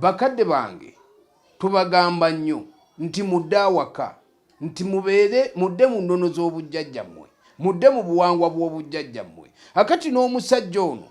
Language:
Ganda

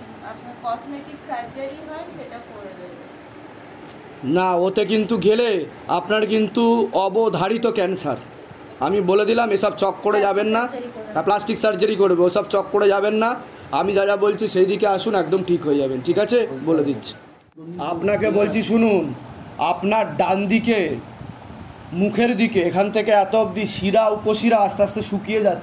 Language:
Bangla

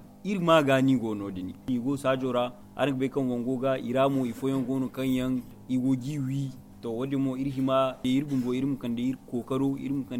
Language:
Zarma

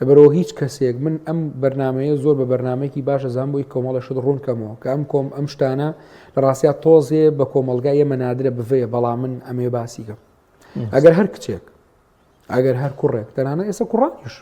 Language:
Central Kurdish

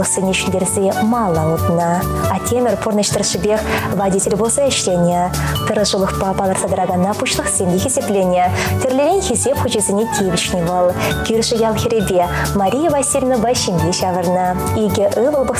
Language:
Chuvash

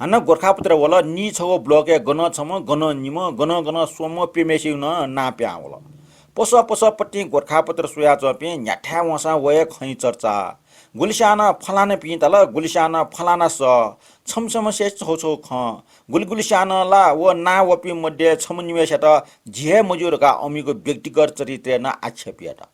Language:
Newari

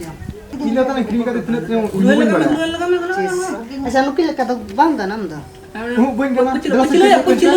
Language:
Santali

